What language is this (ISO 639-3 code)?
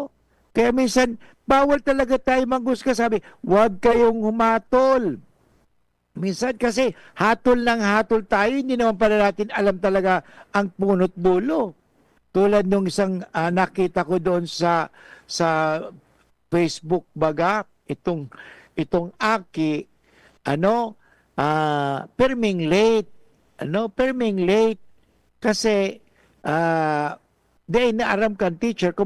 bik